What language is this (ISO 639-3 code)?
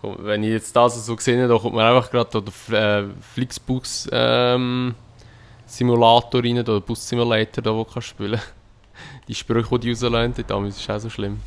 gsw